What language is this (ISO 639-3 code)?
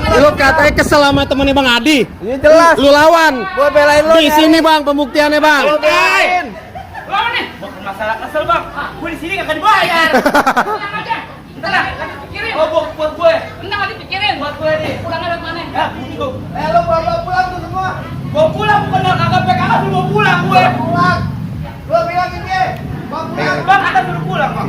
bew